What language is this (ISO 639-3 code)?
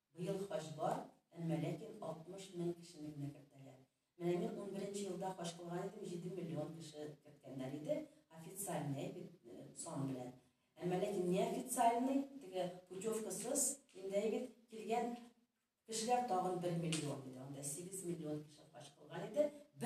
tat